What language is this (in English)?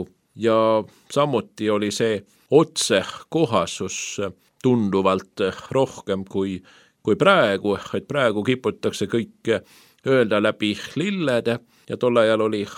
Estonian